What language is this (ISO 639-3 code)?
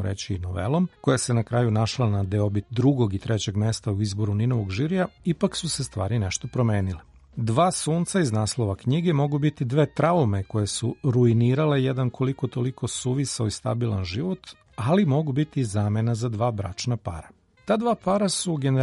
srp